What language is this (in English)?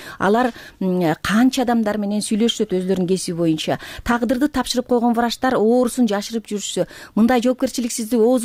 Kyrgyz